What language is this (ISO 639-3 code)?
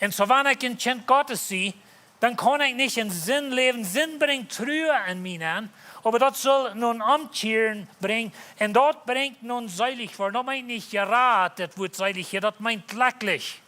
pdt